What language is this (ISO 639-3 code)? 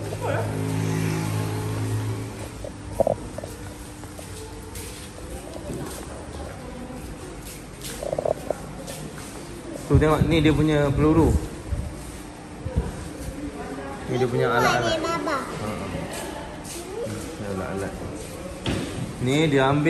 msa